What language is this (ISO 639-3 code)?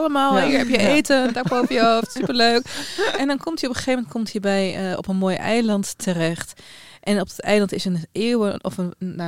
nld